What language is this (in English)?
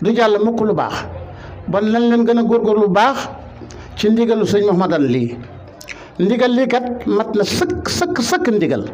Wolof